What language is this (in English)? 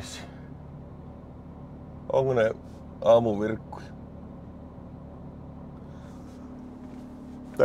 Finnish